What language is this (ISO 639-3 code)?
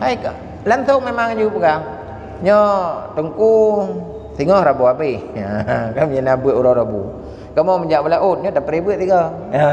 ace